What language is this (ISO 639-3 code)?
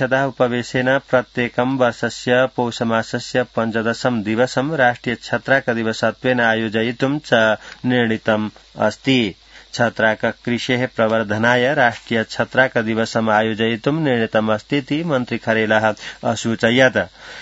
san